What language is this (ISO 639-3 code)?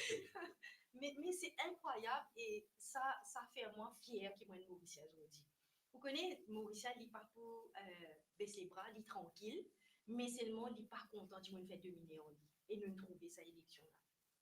mfe